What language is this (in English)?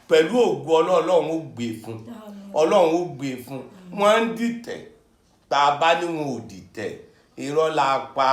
Yoruba